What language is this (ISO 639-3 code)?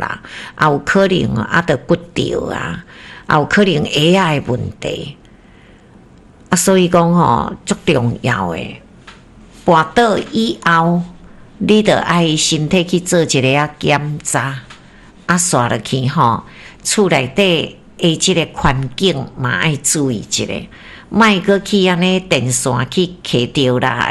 nan